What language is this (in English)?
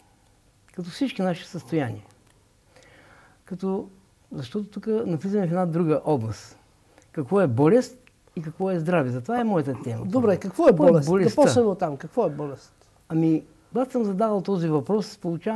Bulgarian